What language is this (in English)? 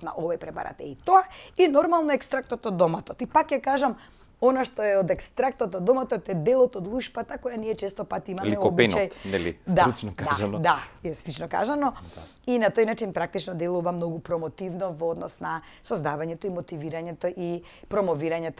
Macedonian